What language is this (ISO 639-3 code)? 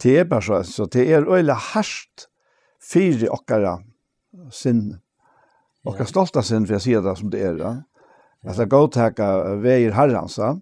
fao